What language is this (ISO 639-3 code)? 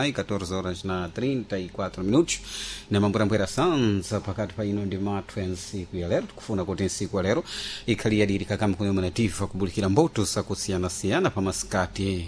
seh